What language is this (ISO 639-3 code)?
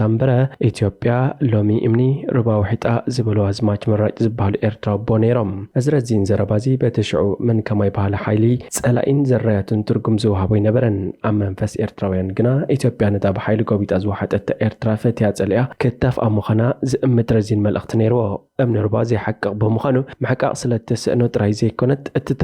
tir